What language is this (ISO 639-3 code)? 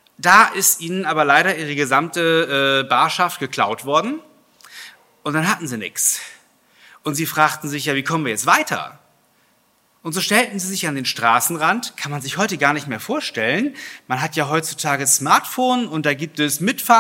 deu